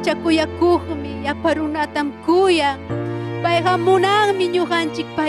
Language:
Ayacucho Quechua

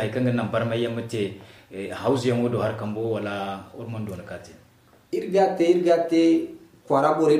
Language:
Zarma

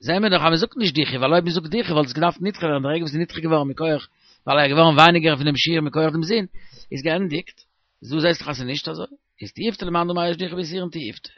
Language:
Yiddish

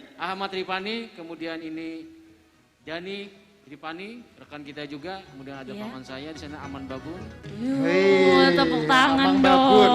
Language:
Banjar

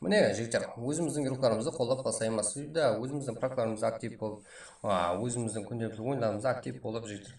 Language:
Kara-Kalpak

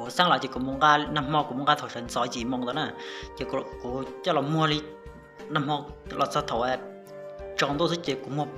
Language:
Hmong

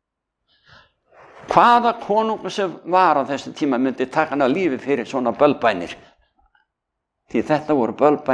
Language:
Icelandic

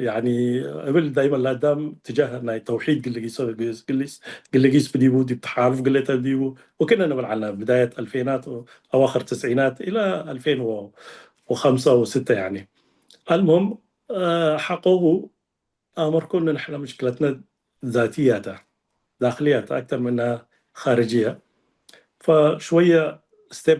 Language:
Tigre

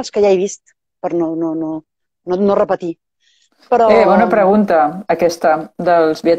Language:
Catalan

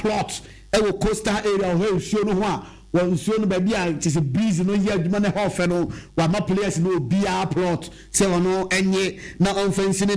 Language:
Akan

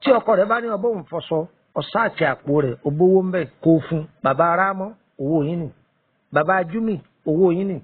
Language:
Yoruba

